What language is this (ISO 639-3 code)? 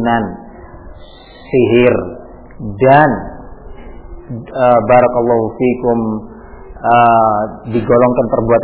ind